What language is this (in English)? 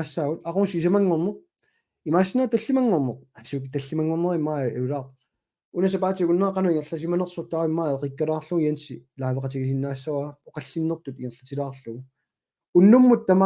Kalaallisut